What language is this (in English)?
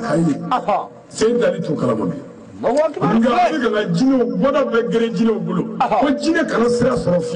Bambara